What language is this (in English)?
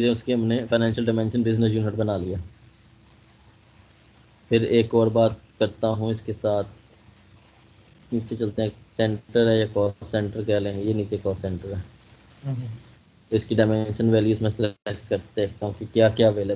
Hindi